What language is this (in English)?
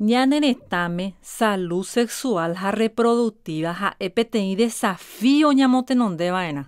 Guarani